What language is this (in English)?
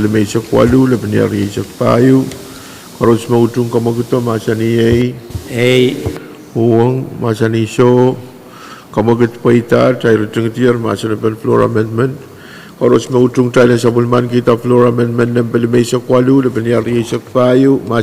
Pohnpeian